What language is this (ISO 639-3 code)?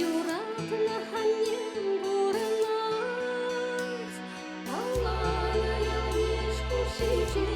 chv